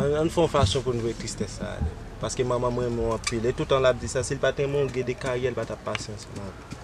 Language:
Haitian Creole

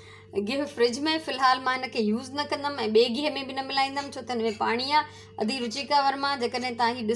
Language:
Sindhi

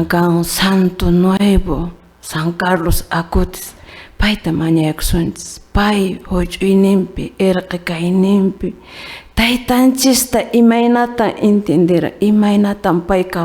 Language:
Quechua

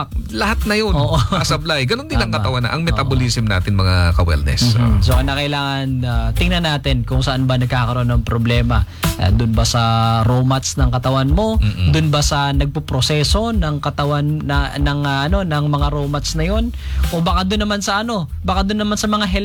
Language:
Filipino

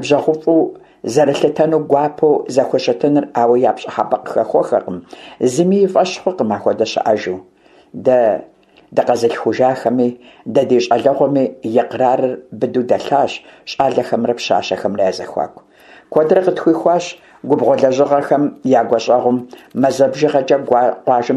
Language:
Kabardian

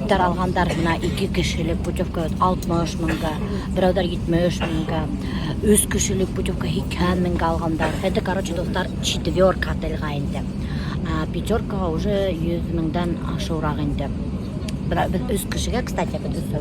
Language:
Bashkir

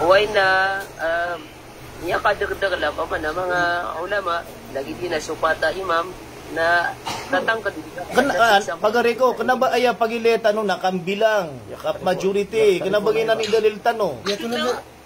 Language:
Maranao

